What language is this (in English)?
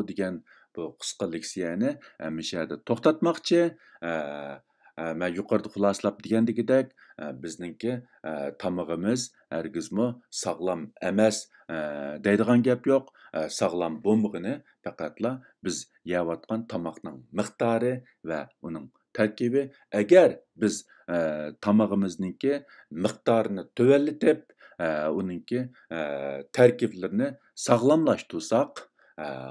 Uyghur